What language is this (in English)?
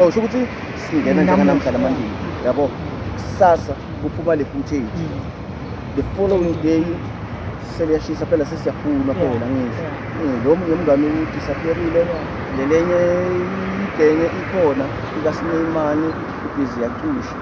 Zulu